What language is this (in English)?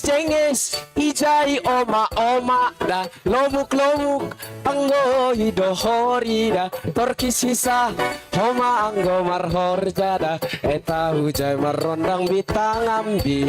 Batak Simalungun